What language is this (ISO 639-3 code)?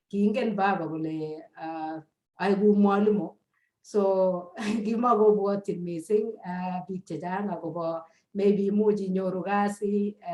kln